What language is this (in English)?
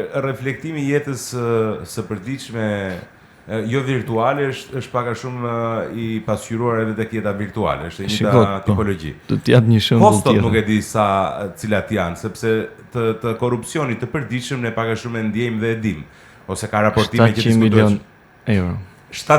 Albanian